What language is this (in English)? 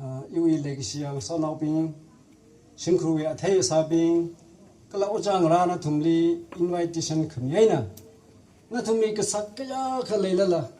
Tangkhul Naga (India)